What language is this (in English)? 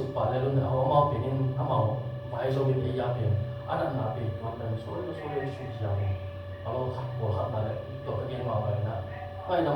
Tedim Chin